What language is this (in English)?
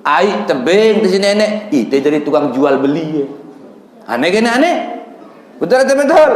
Sasak